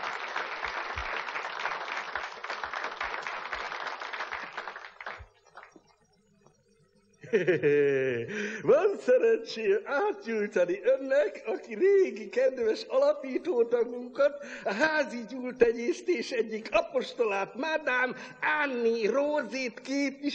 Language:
Hungarian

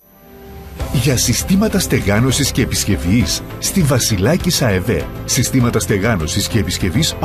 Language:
Greek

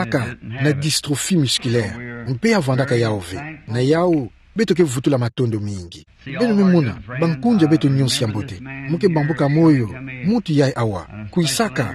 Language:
Kituba (Democratic Republic of Congo)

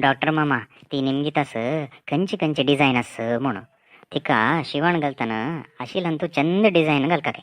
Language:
Konkani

